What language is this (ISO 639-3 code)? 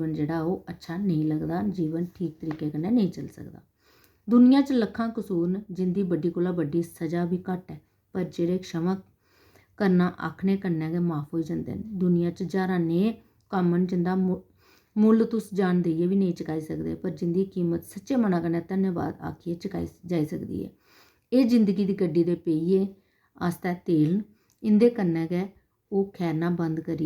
doi